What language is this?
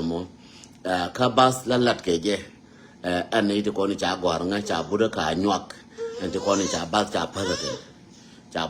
Nuer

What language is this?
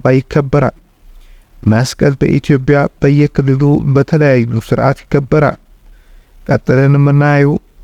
Amharic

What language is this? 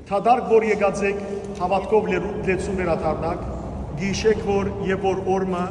Western Armenian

